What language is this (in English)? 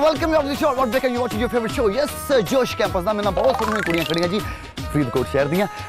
Punjabi